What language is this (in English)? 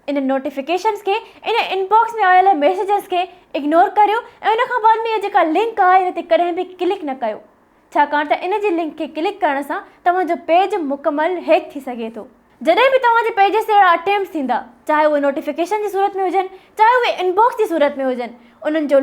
Sindhi